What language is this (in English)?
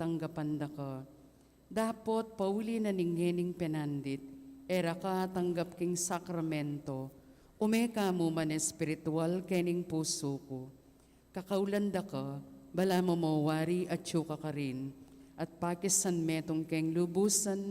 Pampanga